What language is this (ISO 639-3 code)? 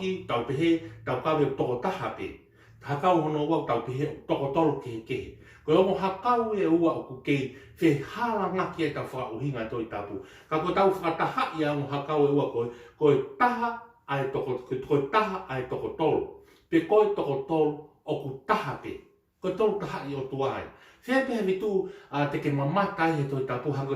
ton